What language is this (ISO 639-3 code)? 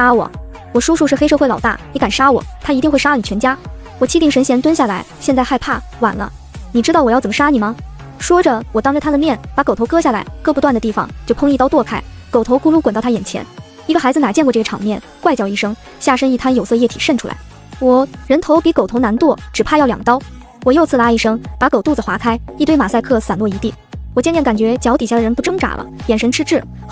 zho